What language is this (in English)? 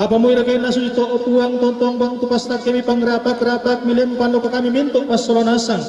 Toraja-Sa'dan